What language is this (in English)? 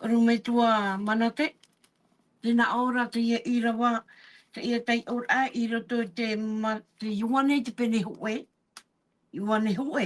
Tahitian